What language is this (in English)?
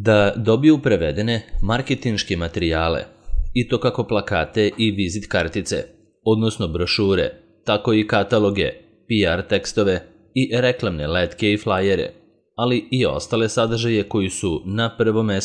Serbian